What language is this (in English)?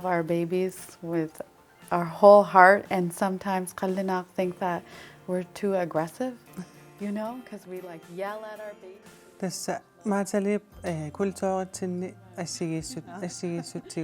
Kalaallisut